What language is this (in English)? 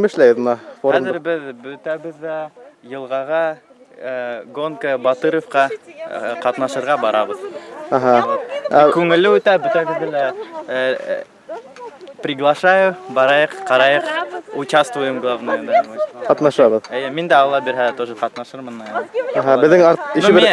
Bashkir